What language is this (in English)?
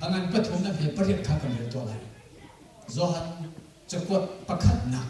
Hakha Chin